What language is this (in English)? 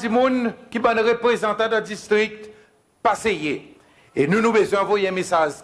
Seselwa Creole French